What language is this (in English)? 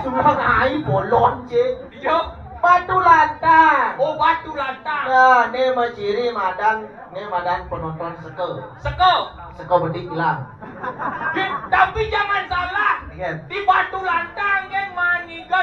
Balinese